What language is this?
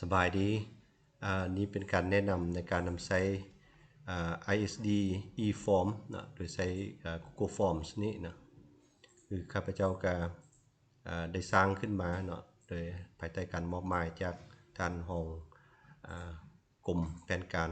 Lao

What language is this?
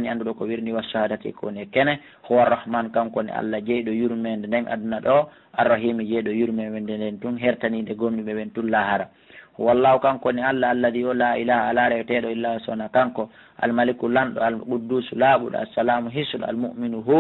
Pular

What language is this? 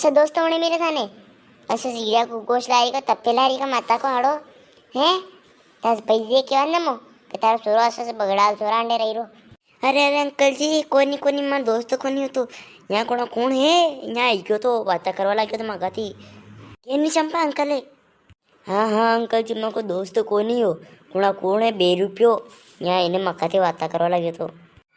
Rajasthani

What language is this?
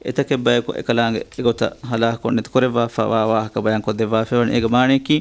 Divehi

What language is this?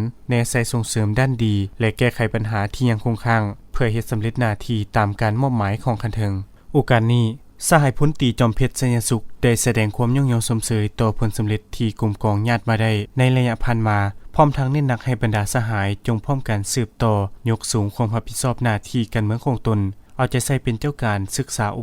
Lao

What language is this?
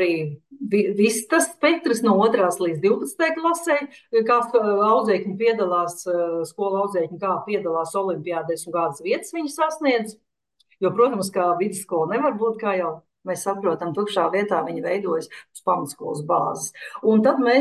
Latvian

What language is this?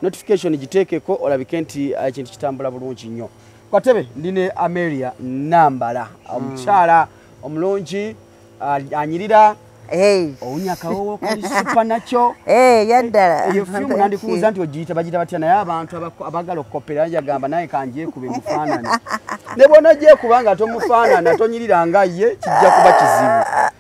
Ganda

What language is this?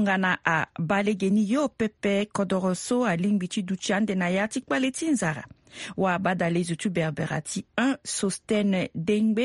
Sango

